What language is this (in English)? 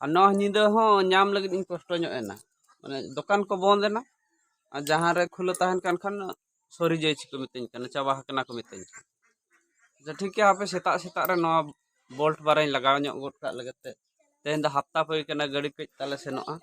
Santali